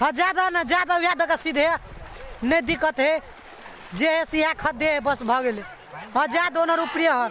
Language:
Maithili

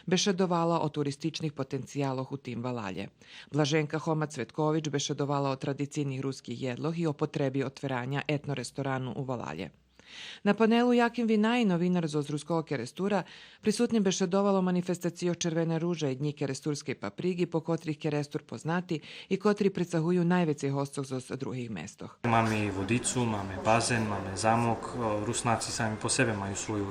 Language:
Rusyn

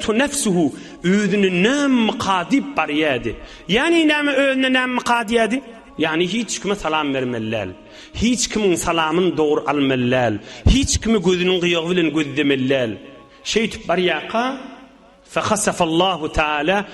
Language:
Turkmen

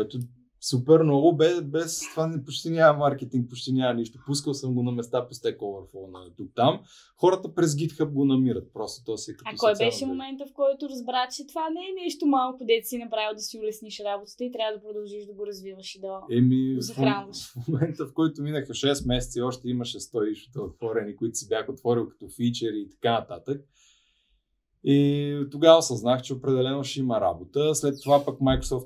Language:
Bulgarian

